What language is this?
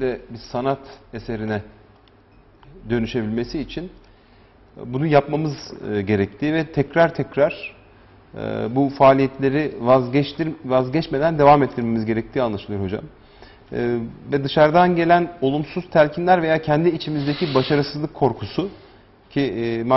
Turkish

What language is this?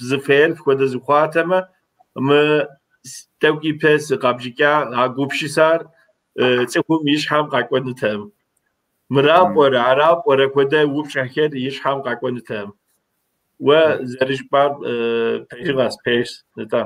Kabardian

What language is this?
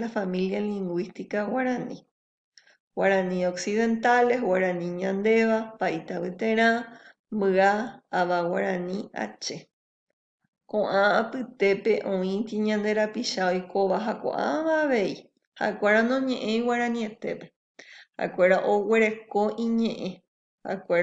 Guarani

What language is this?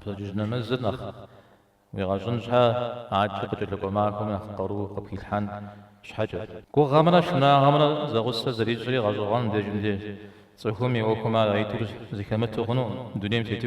Kabardian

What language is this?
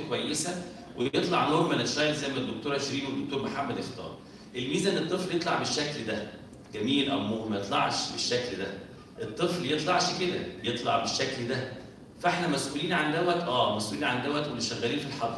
Egyptian Arabic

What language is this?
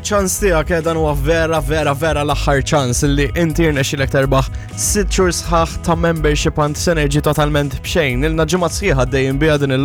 Maltese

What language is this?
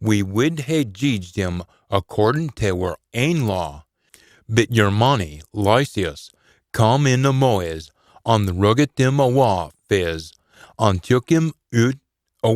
Scots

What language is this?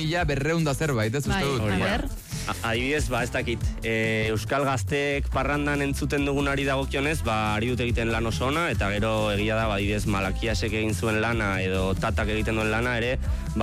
Basque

